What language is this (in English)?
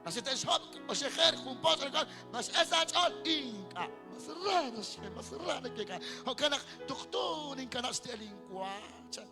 Kekchí